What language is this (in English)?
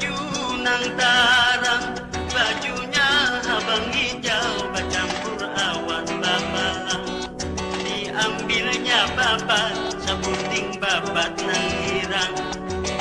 Banjar